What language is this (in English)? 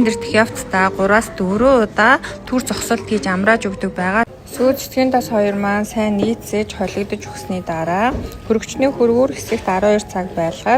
Mongolian